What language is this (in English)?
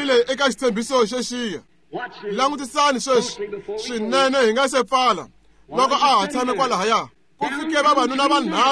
Tsonga